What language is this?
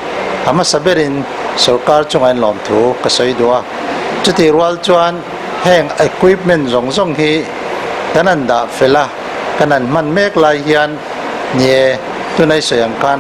Mizo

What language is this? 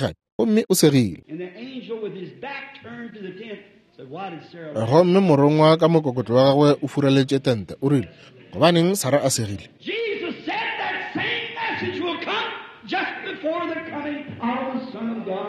Northern Sotho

